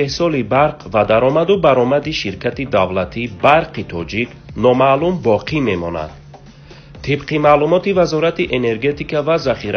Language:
Tajik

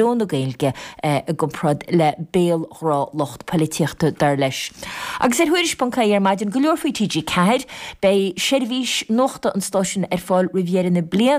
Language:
Irish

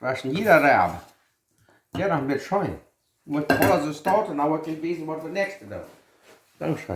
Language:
Plautdietsch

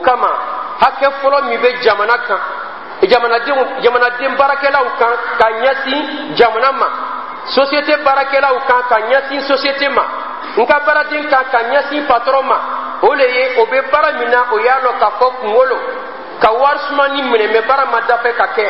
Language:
Dyula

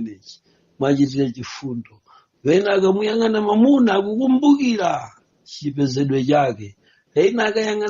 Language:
Nyanja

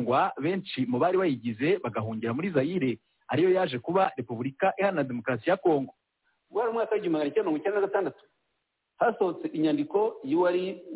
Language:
Kinyarwanda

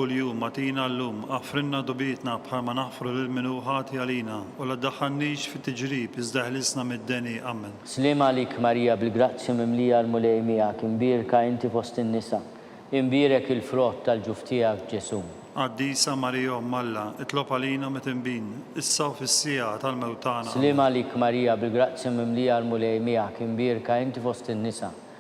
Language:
Maltese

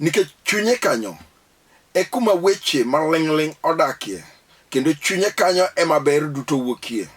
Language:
Luo (Kenya and Tanzania)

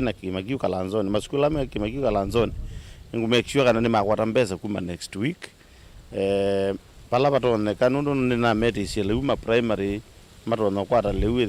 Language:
Kamba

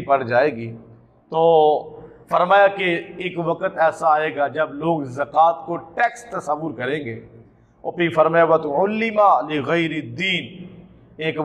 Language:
Urdu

